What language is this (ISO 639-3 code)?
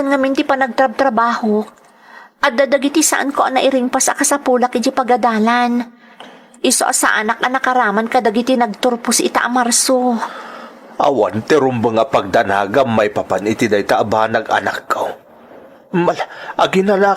ilo